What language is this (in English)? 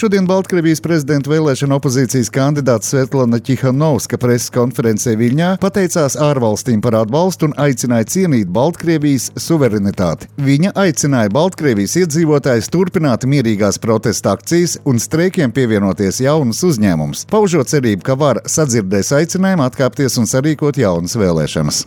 Latvian